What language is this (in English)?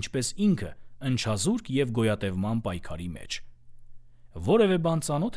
Armenian